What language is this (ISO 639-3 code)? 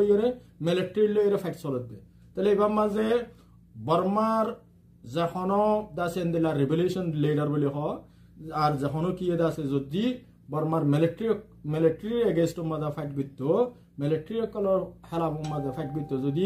rhg